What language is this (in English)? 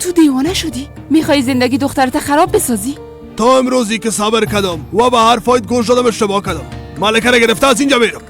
Persian